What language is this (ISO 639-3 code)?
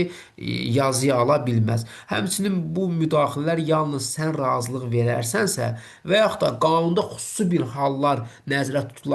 aze